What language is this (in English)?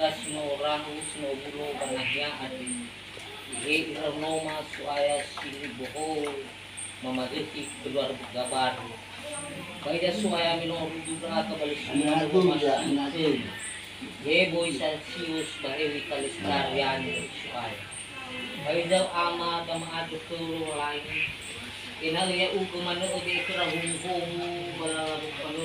Nias